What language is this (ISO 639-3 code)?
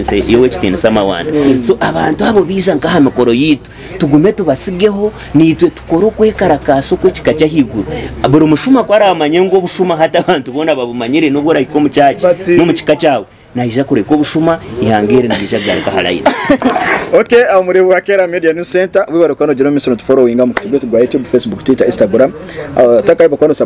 nyn